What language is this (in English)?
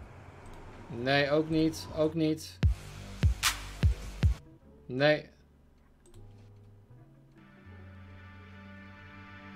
Dutch